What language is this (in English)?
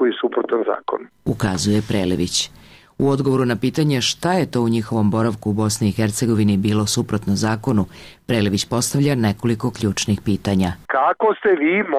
Serbian